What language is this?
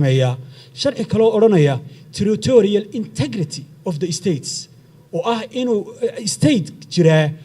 Somali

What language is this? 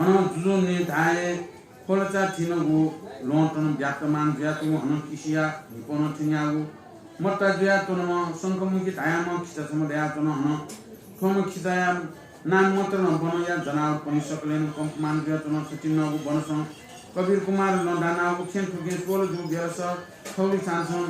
Newari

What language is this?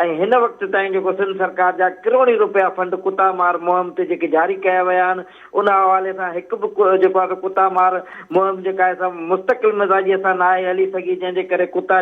Sindhi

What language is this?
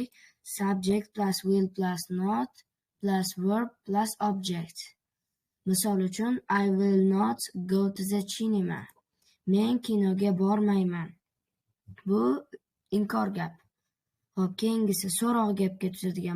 Uzbek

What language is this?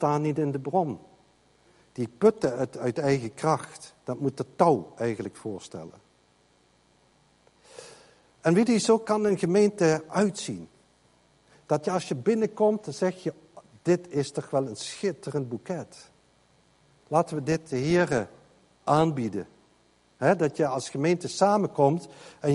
Dutch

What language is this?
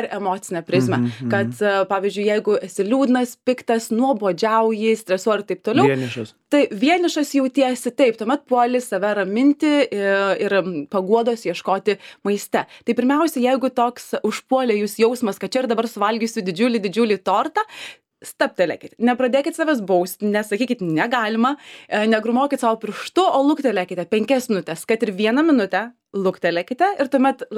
Lithuanian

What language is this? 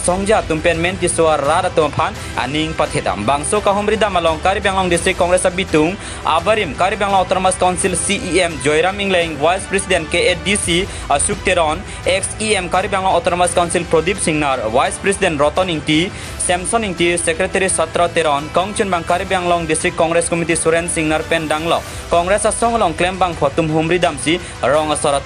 Karbi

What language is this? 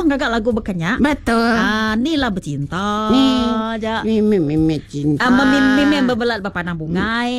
Iban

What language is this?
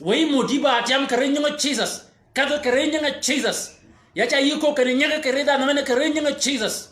Shilluk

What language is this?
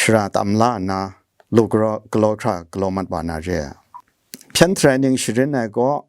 Kachin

